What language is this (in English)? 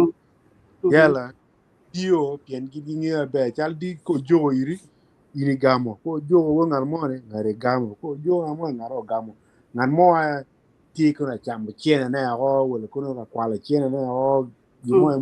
Acoli